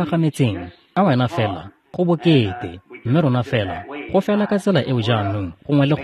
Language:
Tswana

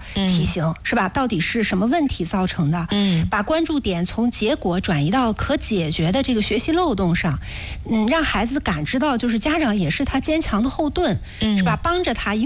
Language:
Chinese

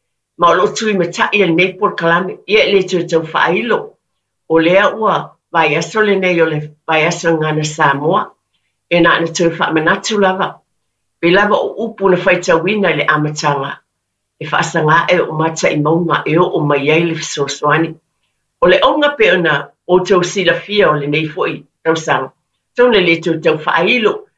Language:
Samoan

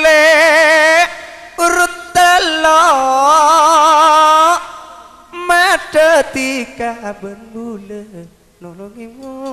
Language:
Madurese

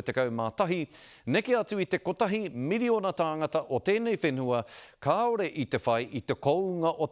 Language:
Māori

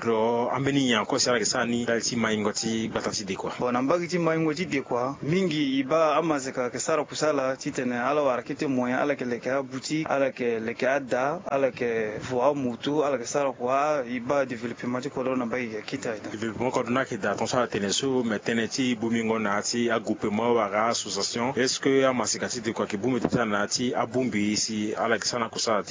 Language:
Sango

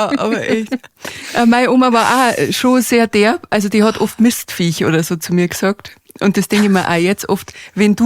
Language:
Bavarian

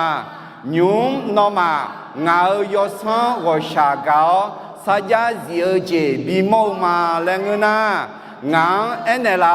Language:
Akha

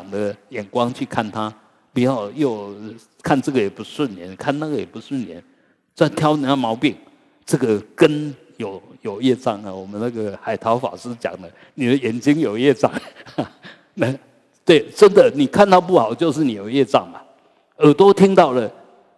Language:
Chinese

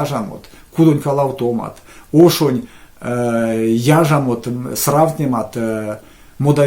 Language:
Erzya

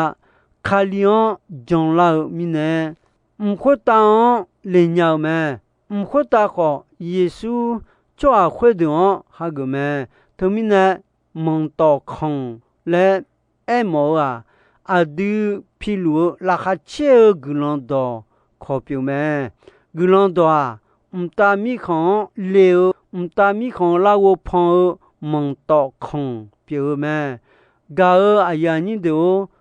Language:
Akha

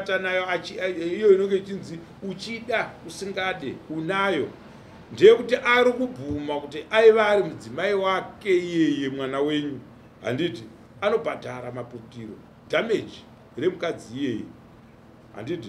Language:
Shona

